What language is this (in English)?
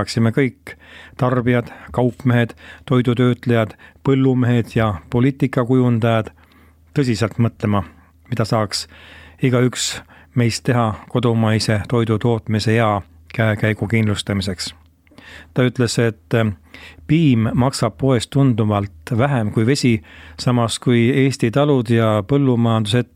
Estonian